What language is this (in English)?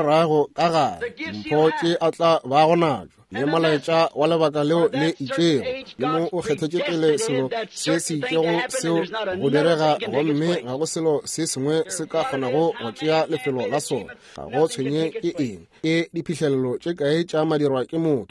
Northern Sotho